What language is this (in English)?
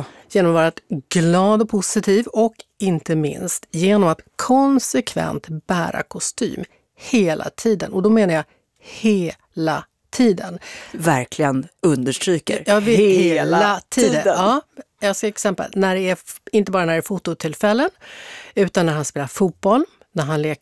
Swedish